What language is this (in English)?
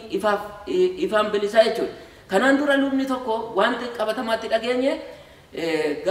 Oromo